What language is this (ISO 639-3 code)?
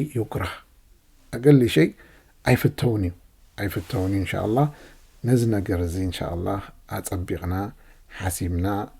tir